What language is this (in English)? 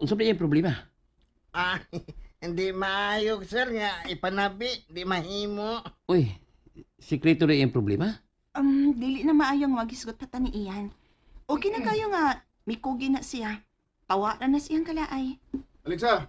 Cebuano